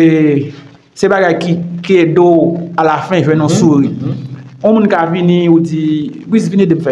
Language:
Haitian Creole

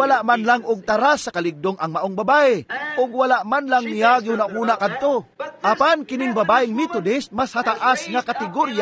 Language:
Cebuano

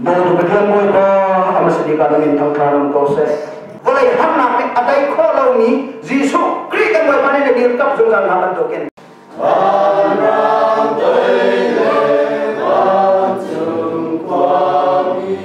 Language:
Hakha Chin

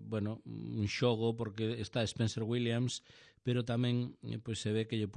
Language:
Galician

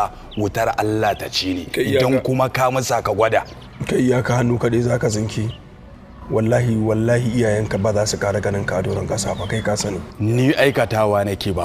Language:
Hausa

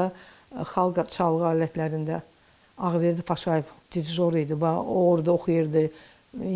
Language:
Azerbaijani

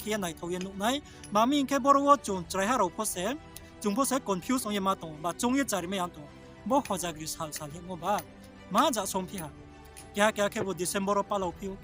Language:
Riang (India)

